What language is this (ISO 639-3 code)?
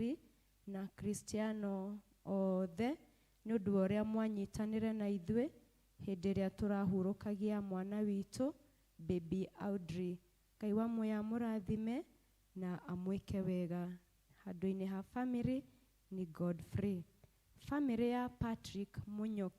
kik